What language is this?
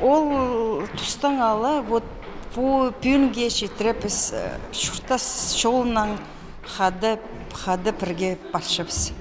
Khakas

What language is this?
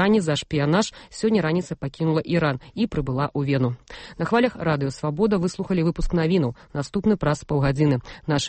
Belarusian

